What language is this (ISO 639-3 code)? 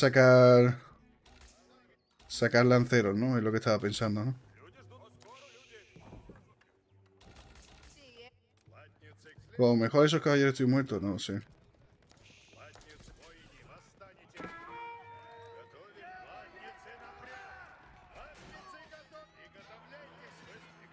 spa